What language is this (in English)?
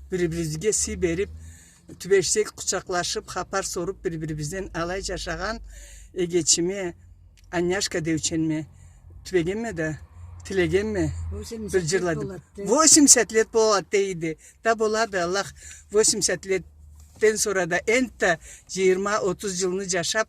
Karachay-Balkar